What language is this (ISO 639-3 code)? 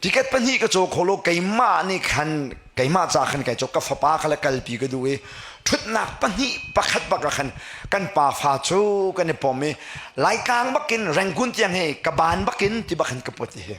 cnh